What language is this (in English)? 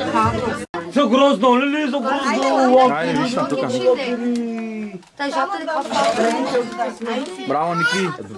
Bulgarian